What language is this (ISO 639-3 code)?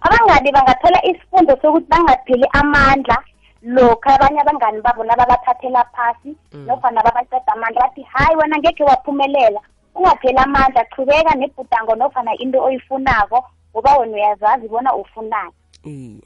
nbl